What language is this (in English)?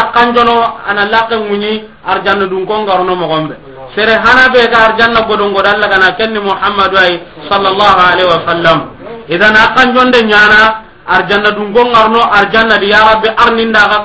Soninke